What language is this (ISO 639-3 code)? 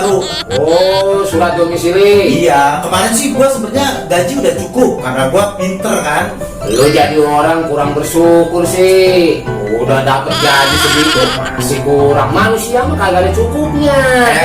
bew